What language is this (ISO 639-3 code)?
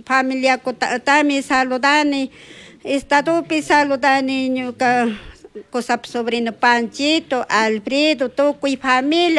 qug